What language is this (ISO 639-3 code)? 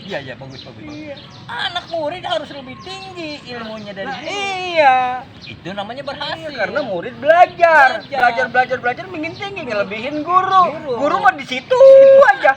bew